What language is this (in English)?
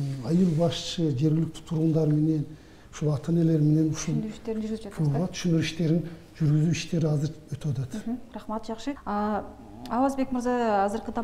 Kyrgyz